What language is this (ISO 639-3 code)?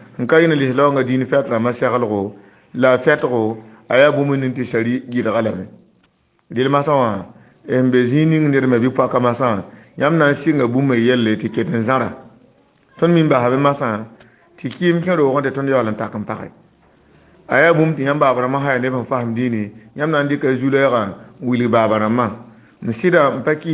mos